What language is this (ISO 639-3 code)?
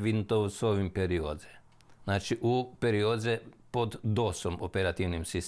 rue